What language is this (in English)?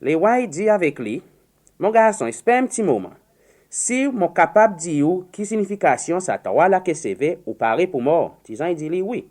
Seselwa Creole French